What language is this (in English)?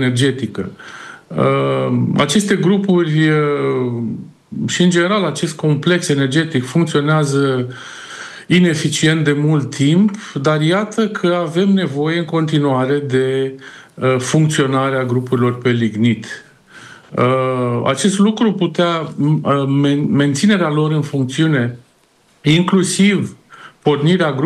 Romanian